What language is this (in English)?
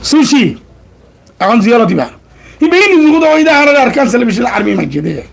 Rohingya